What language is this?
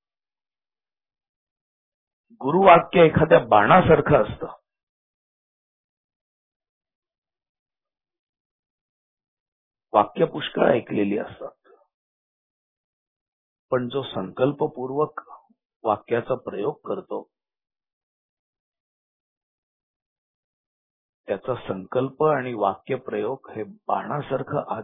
Marathi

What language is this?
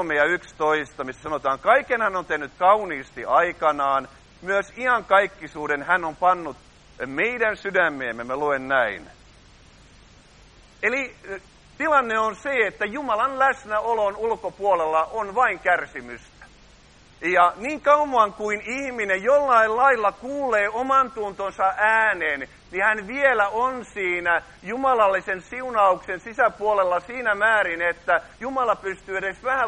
Finnish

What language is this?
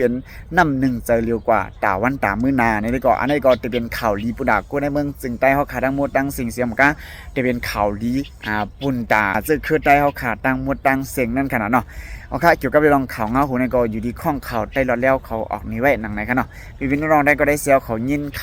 Shan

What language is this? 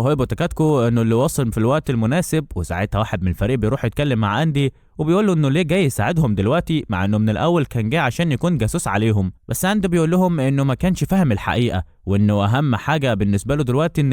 Egyptian Arabic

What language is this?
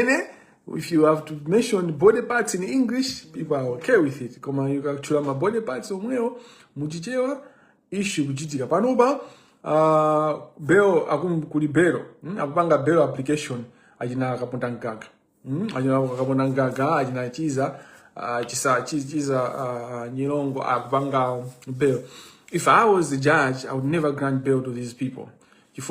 Nyanja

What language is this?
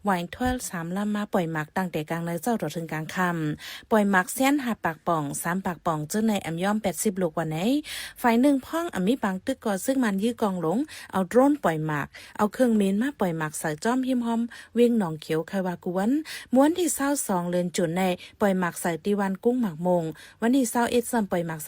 Shan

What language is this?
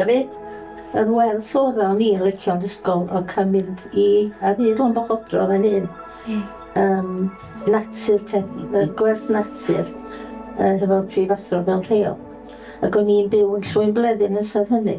Welsh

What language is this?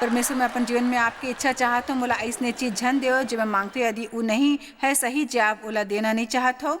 Chhattisgarhi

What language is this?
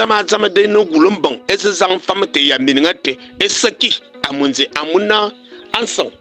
Fang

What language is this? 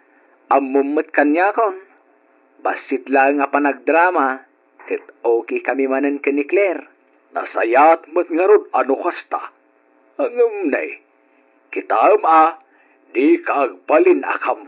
Iloko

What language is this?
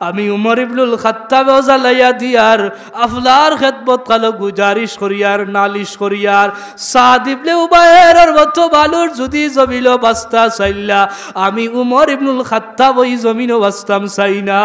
Sylheti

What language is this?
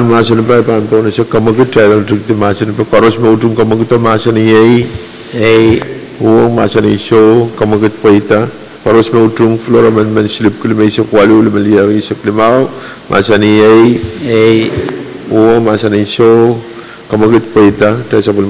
Pohnpeian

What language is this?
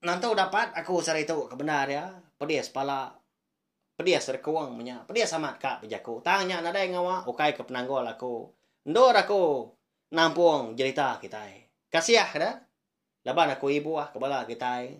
Iban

